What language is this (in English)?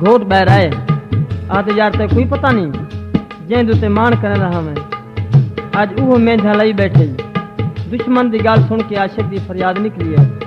Saraiki